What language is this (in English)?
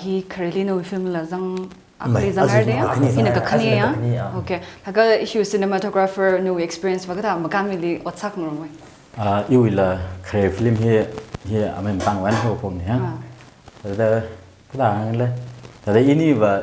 Tangkhul Naga (India)